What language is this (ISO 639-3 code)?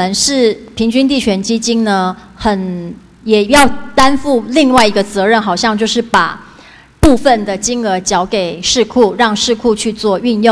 zho